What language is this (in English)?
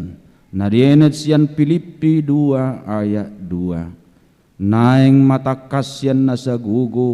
Batak Toba